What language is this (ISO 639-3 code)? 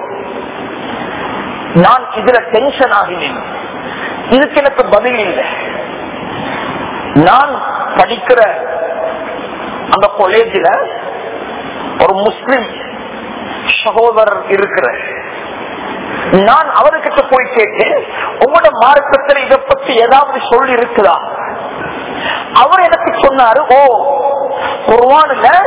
tam